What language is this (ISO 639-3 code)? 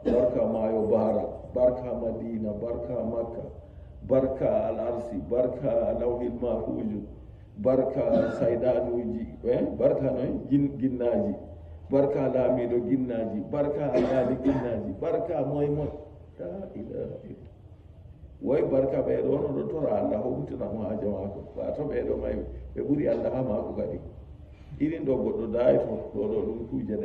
ful